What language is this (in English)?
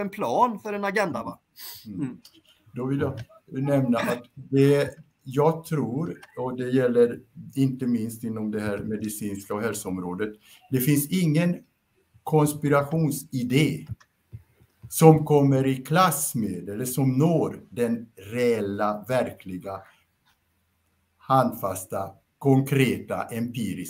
Swedish